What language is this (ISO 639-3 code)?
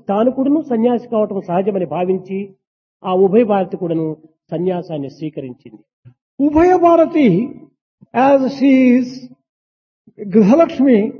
tel